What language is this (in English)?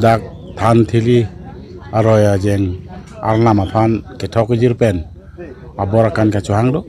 Karbi